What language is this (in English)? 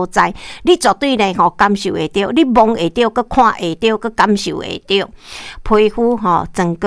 Min Nan Chinese